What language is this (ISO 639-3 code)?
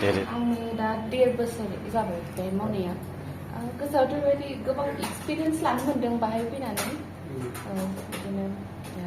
brx